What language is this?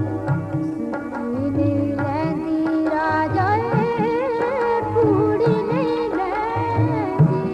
Dogri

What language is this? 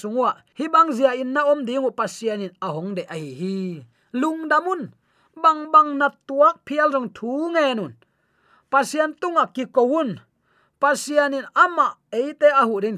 Tedim Chin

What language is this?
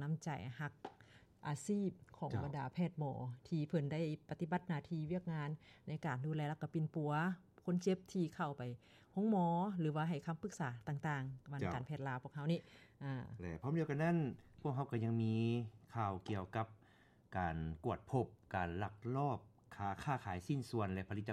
Lao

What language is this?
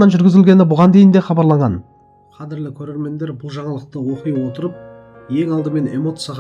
Kazakh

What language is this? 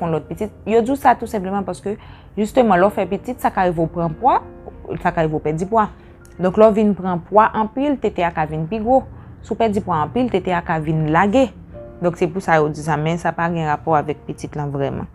Haitian Creole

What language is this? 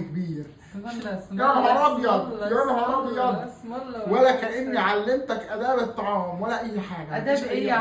Egyptian Arabic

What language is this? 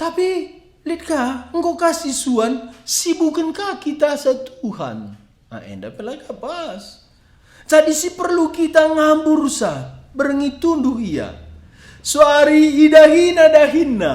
Batak Karo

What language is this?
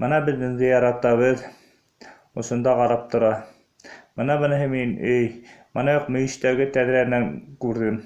Bashkir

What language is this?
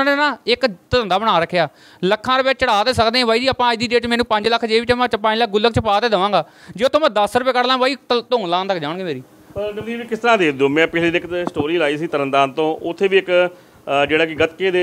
Punjabi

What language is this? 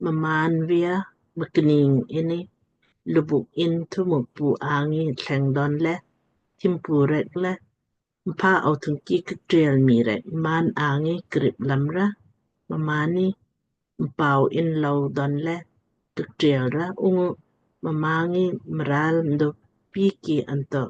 Lamkang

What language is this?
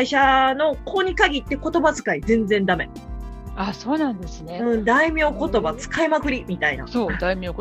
Japanese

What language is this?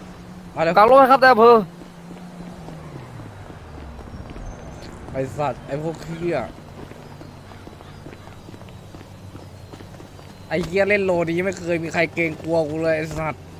Thai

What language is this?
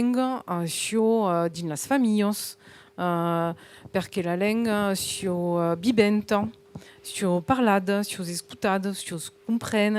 Occitan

